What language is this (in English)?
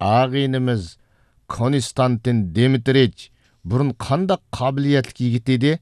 Uyghur